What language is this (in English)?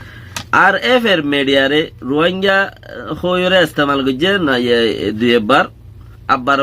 Rohingya